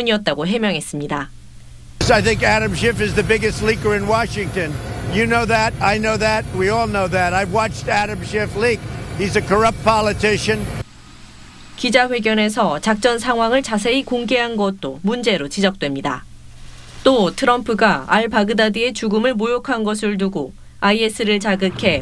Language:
Korean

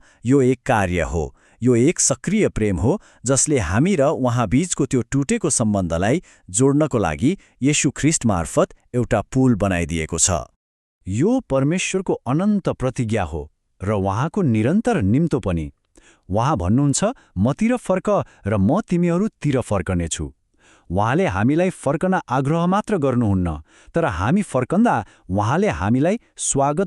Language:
Nepali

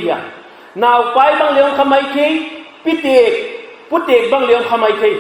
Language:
Paite Chin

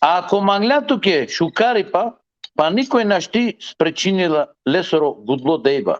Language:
Balkan Romani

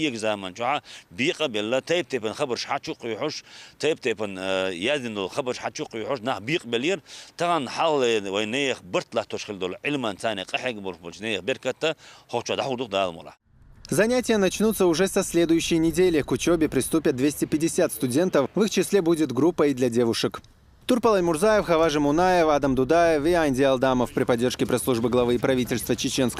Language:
Chechen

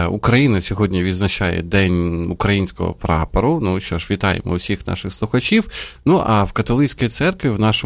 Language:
Ukrainian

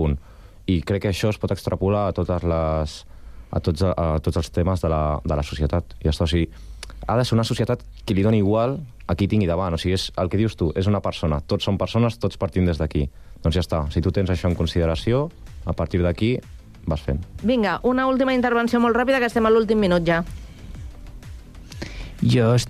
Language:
Catalan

